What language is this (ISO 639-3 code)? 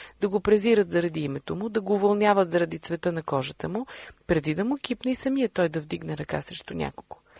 bul